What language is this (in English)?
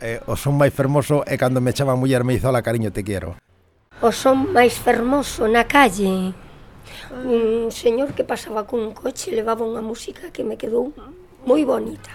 Galician